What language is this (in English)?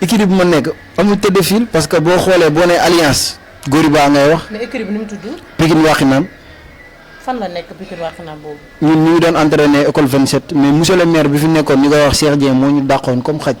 Wolof